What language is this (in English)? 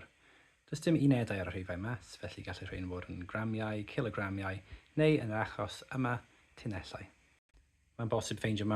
Welsh